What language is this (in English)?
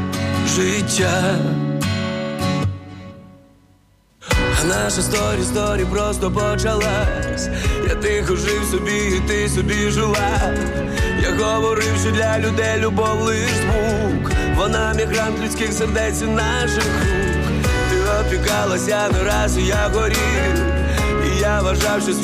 Ukrainian